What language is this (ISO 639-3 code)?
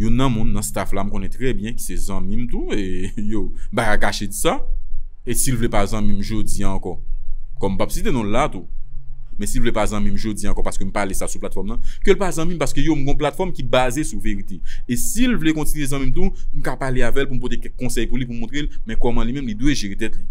hat